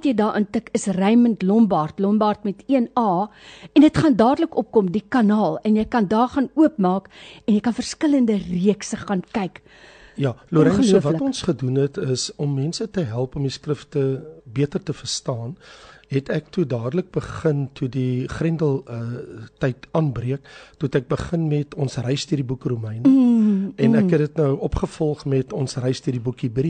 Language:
Afrikaans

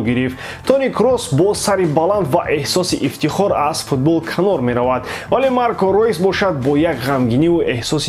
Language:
Tajik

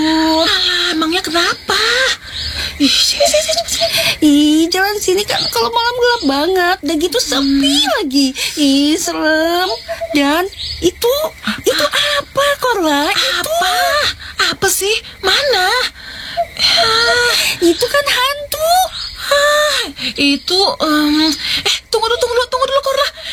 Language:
Indonesian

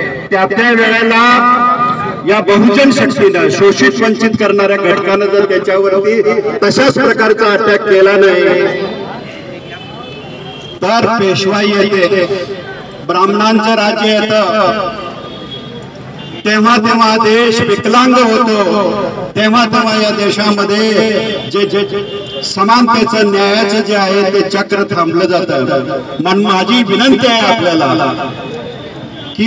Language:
Marathi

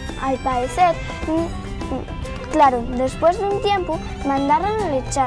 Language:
Asturian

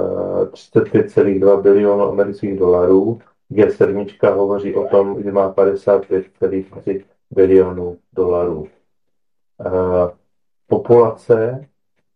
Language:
Czech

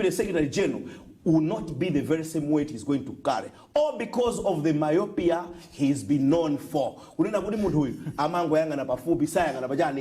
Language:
Nyanja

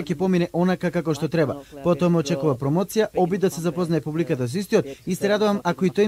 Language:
Macedonian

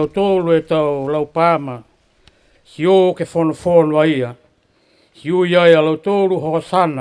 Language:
Niuean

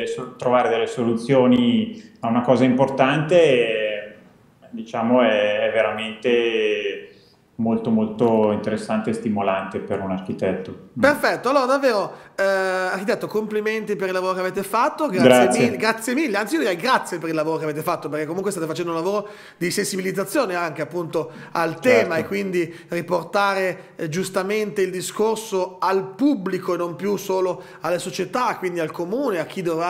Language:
Italian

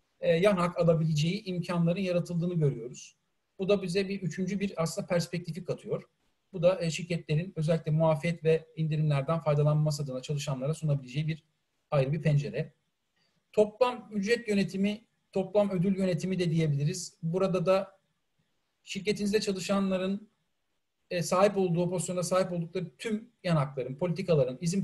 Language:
Turkish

